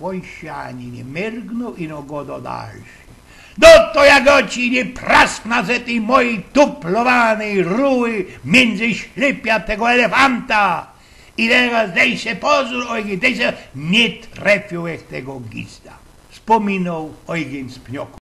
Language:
Silesian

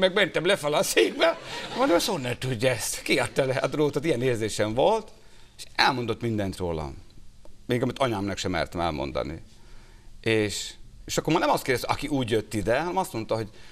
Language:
Hungarian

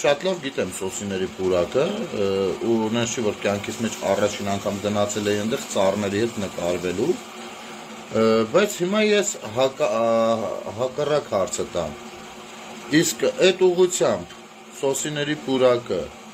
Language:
Armenian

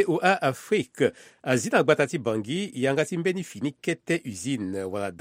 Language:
Sango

